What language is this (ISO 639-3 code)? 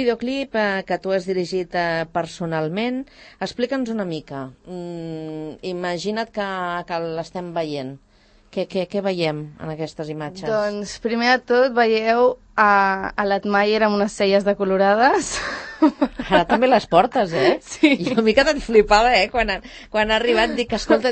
cat